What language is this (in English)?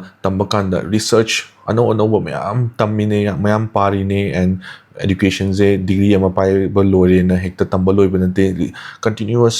Manipuri